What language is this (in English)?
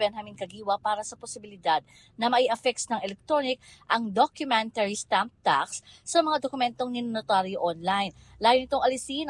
Filipino